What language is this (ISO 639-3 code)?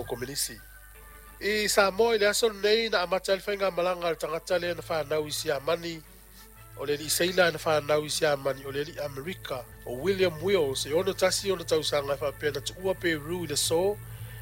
smo